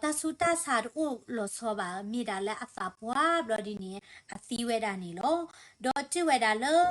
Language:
S'gaw Karen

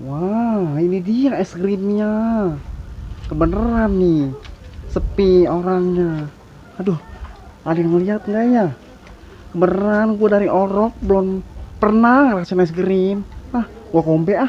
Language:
Betawi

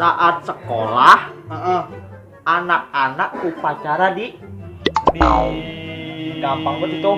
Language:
Betawi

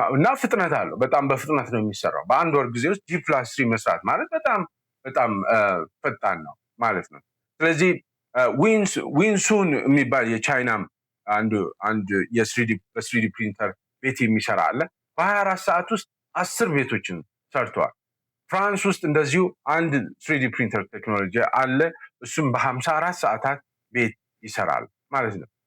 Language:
Amharic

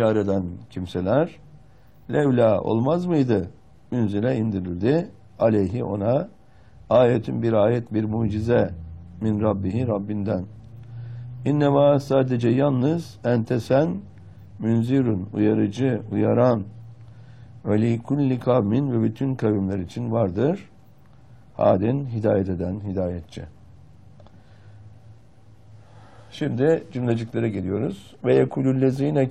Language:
Turkish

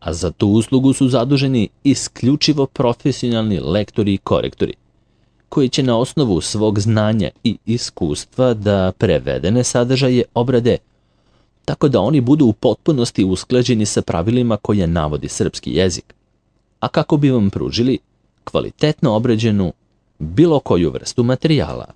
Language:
Serbian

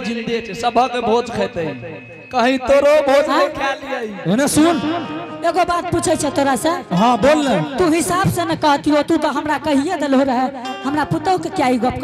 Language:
Angika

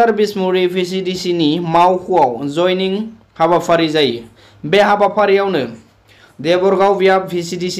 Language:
Bodo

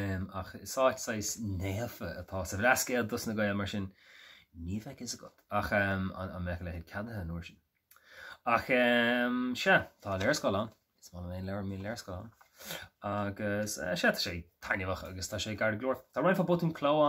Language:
Irish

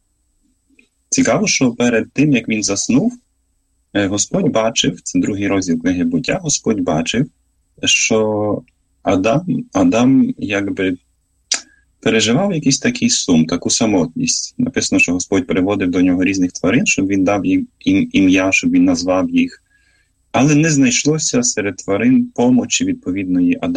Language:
Ukrainian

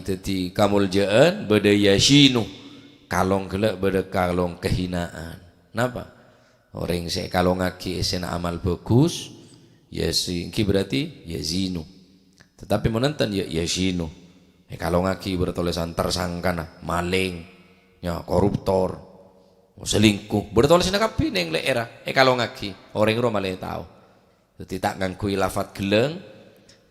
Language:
Madurese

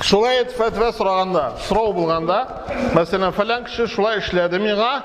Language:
Tatar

